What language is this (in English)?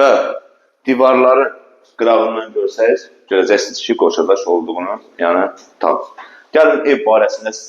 Azerbaijani